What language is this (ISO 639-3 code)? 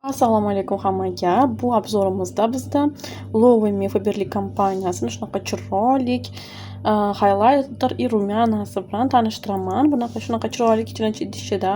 uzb